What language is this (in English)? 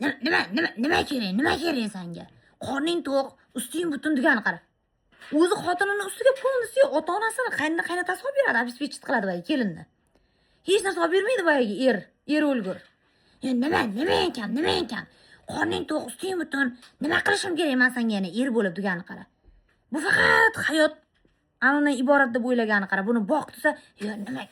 Uzbek